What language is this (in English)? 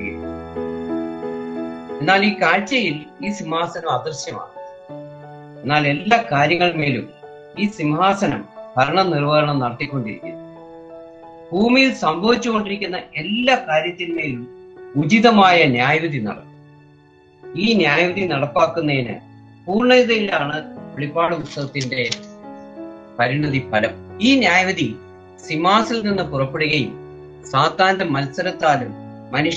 Malayalam